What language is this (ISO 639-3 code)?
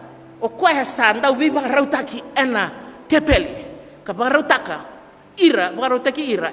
fij